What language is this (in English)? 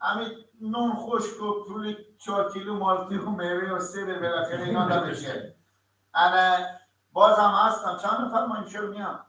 Persian